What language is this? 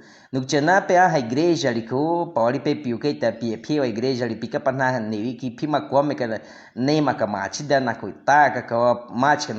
Baniwa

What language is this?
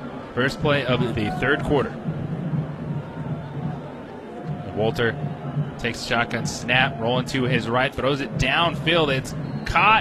English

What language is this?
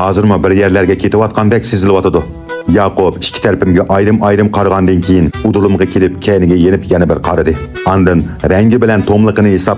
Uyghur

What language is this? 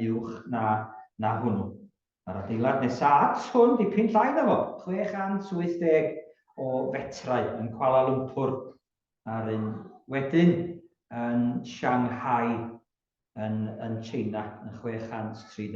Welsh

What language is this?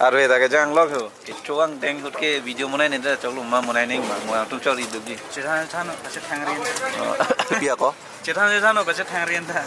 Karbi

